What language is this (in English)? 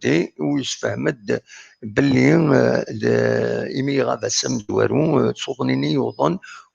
Kabyle